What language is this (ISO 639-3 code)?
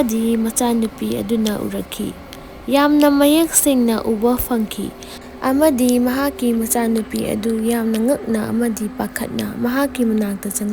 mni